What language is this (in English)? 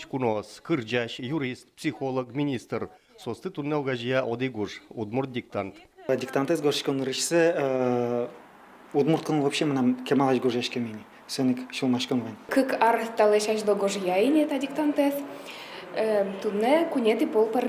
Udmurt